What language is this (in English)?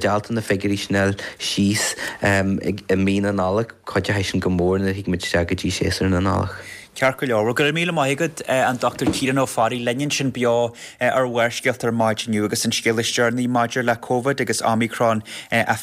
Irish